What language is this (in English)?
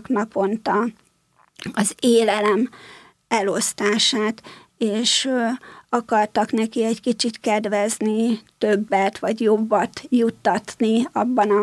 Hungarian